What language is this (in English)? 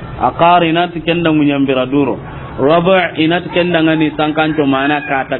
Soninke